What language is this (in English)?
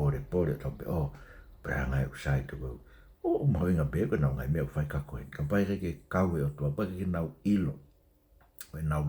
Tongan